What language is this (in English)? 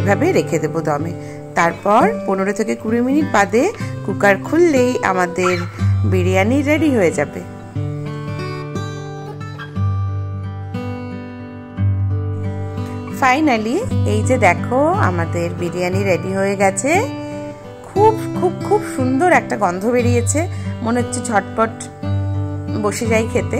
Bangla